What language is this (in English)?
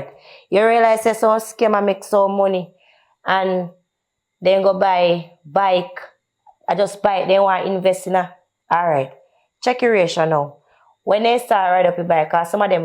Jamaican Creole English